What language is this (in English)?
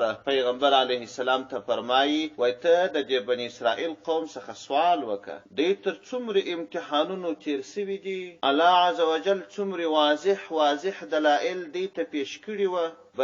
Pashto